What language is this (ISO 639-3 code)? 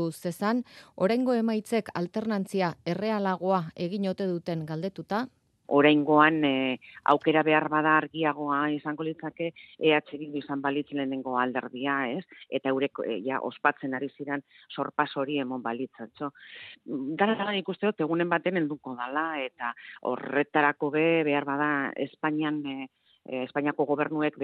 eus